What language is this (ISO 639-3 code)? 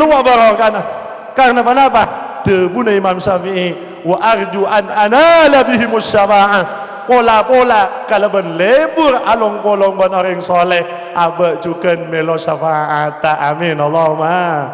mad